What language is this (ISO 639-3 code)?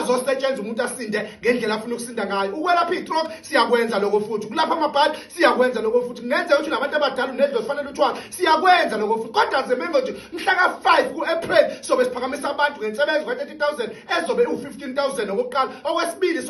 zul